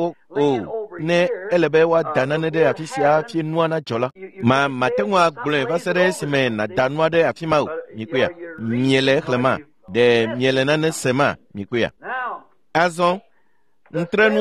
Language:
Ewe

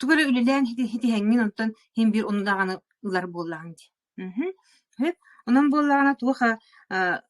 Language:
Yakut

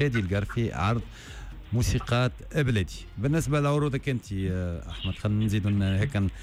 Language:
Tunisian Arabic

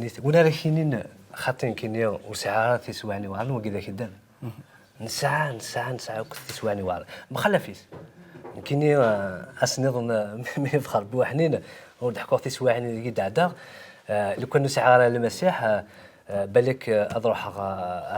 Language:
Kabyle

